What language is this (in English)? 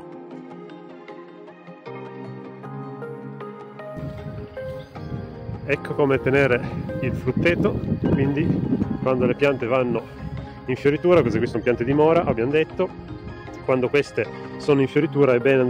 Italian